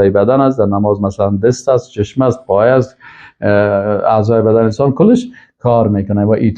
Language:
Persian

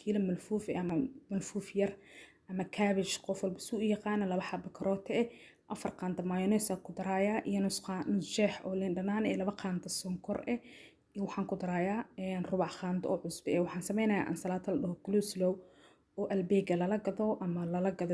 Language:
Somali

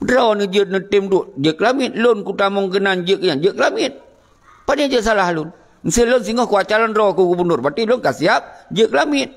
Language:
Achinese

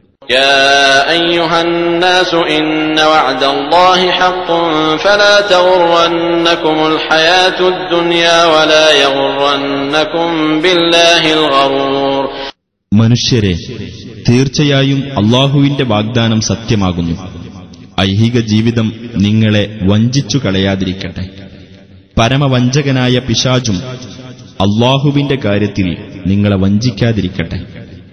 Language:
Malayalam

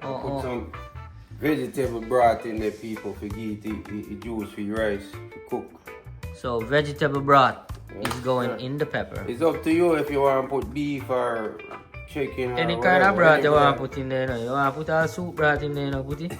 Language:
Jamaican Creole English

